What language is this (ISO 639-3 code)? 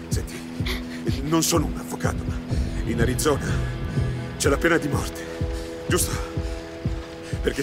ita